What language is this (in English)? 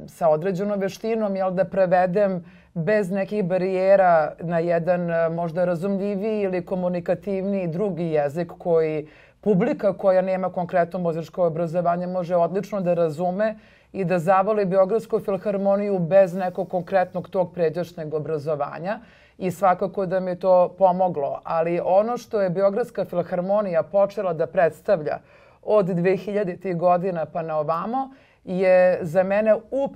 Serbian